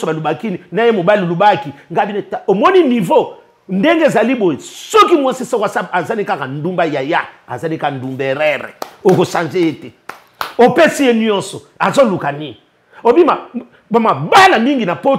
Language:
Lingala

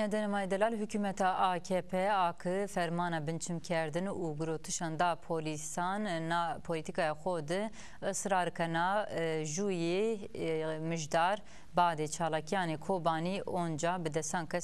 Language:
Zaza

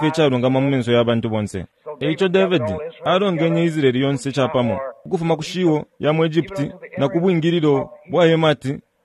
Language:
Bemba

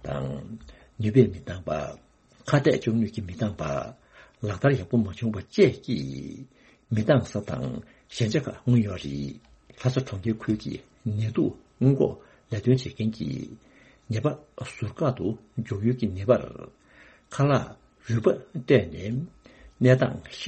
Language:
Tibetan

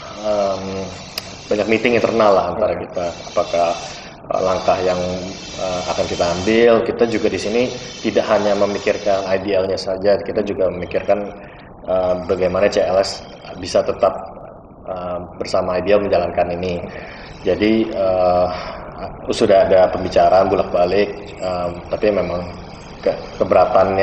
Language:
Indonesian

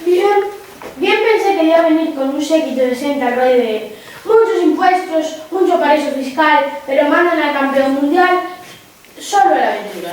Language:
Asturian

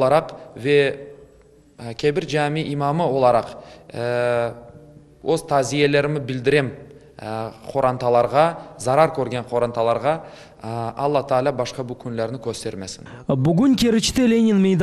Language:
Crimean Tatar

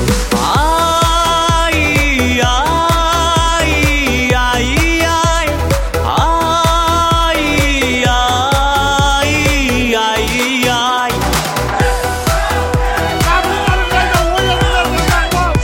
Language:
Kazakh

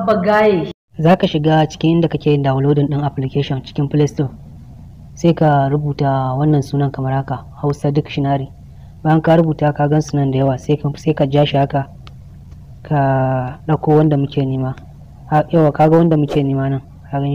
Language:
Hausa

